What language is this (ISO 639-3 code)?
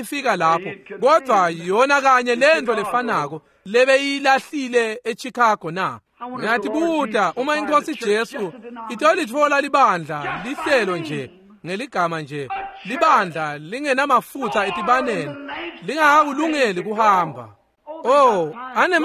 ssw